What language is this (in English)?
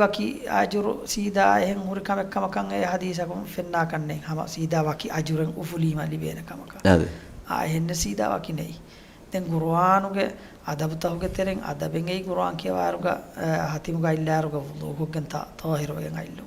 Divehi